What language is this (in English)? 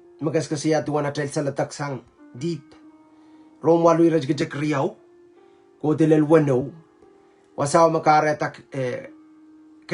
Pohnpeian